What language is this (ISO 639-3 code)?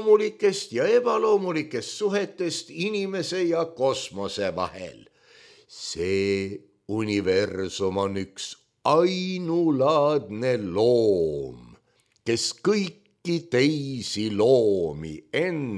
est